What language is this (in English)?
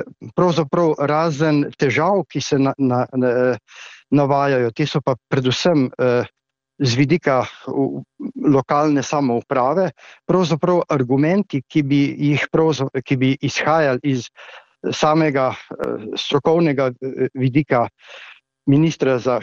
Slovenian